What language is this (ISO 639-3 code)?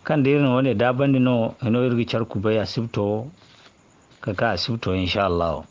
dje